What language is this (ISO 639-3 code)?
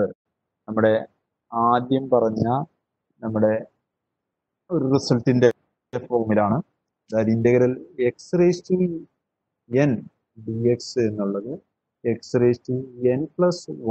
mal